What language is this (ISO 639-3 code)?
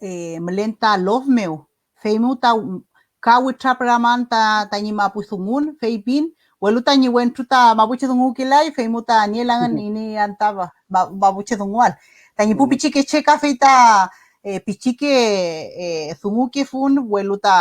arn